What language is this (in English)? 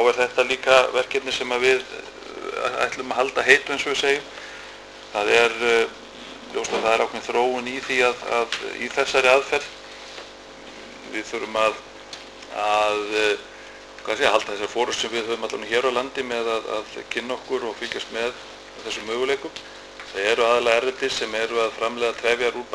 Icelandic